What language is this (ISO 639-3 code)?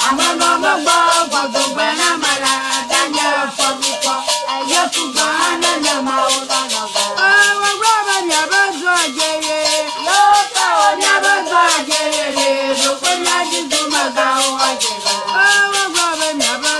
ewe